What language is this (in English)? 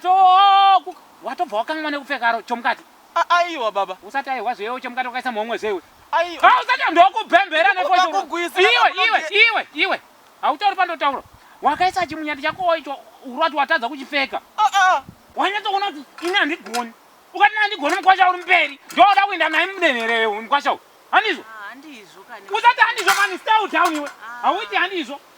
Shona